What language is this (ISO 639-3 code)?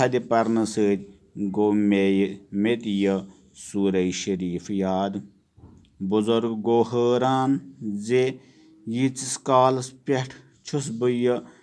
kas